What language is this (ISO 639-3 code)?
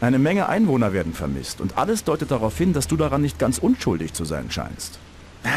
bar